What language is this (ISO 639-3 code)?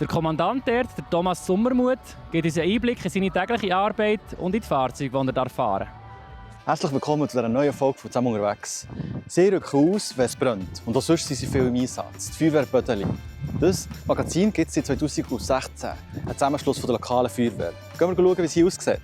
gsw